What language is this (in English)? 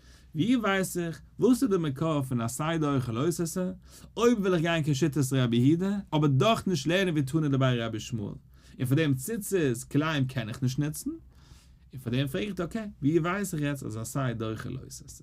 Yiddish